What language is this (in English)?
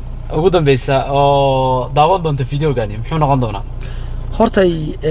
Somali